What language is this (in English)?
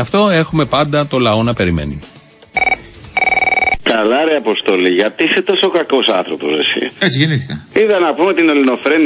Greek